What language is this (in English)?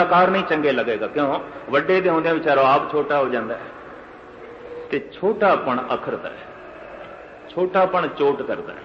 Punjabi